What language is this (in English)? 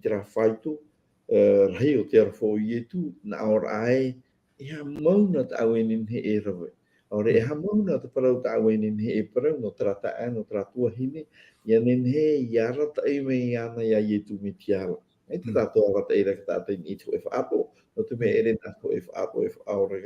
Tahitian